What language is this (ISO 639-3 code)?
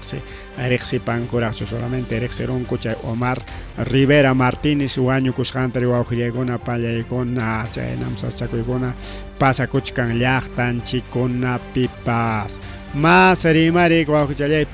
quy